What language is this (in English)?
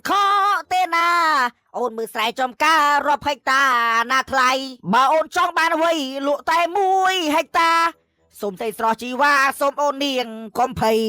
Khmer